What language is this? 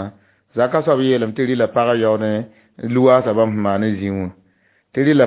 Mossi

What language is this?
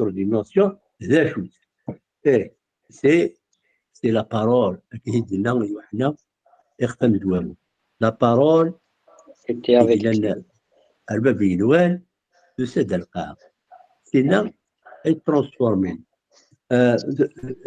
Kabyle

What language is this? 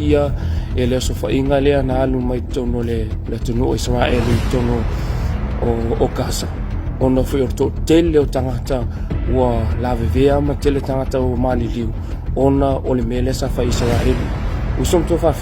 Samoan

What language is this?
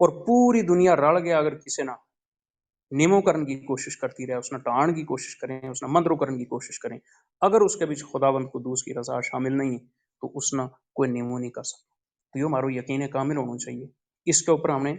Gujari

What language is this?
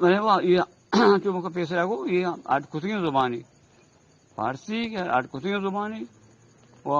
Eastern Balochi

